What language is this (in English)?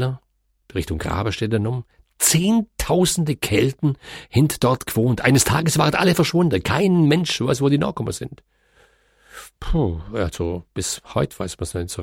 German